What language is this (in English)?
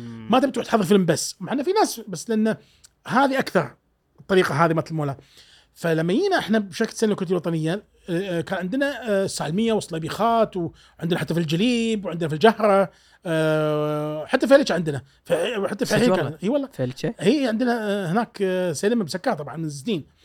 Gulf Arabic